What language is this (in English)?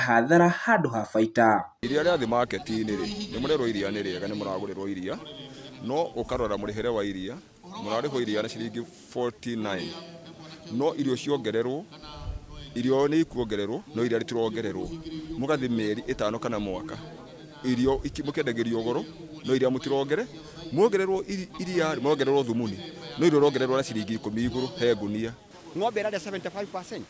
Kikuyu